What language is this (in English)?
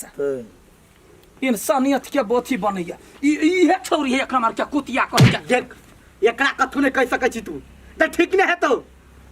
Maithili